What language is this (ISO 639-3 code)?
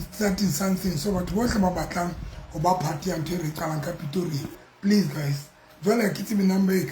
sot